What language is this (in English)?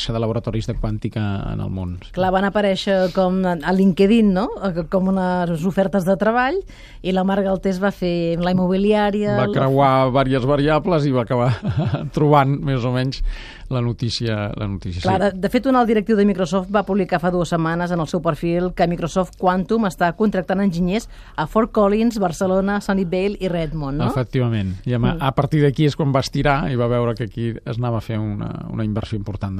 Catalan